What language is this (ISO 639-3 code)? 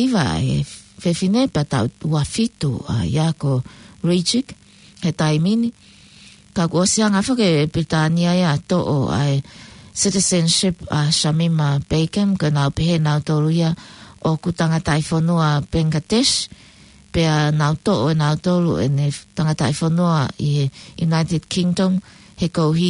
ton